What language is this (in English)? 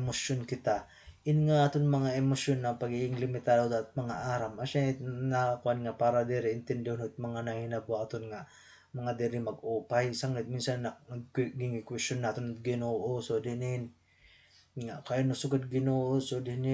Waray